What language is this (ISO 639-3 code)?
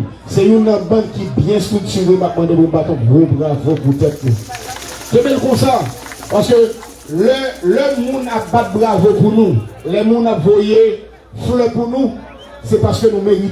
hat